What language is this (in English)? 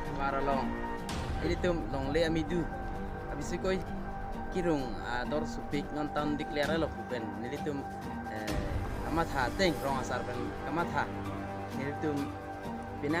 Karbi